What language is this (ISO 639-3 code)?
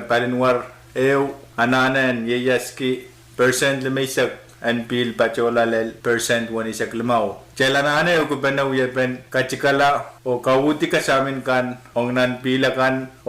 pon